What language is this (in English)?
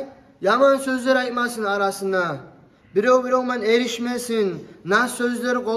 Kumyk